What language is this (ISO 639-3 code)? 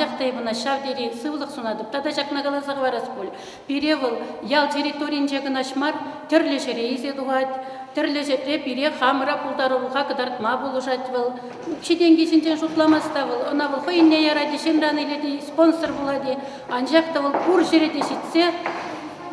chv